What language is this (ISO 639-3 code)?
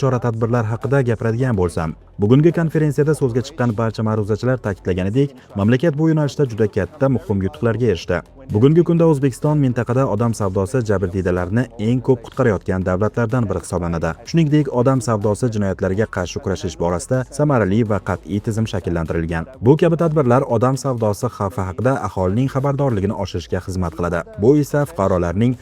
uzb